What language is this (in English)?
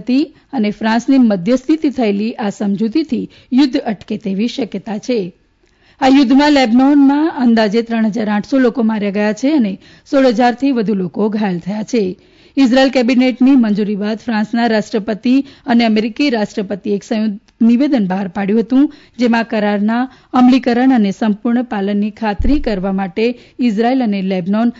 Gujarati